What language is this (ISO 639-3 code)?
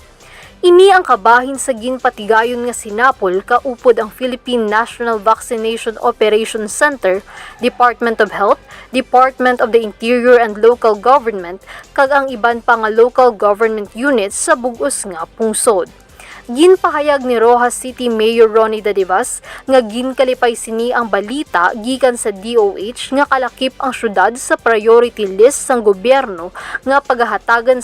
hil